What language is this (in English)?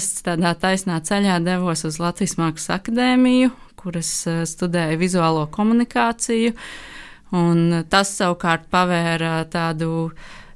Latvian